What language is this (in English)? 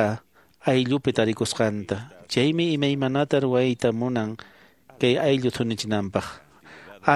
Quechua